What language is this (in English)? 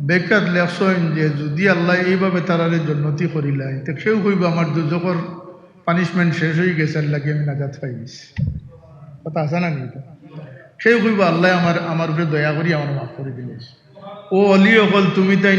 Sylheti